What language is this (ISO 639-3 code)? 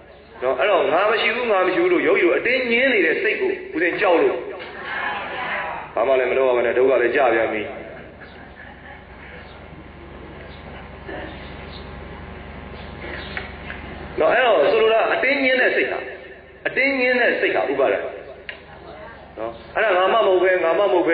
mya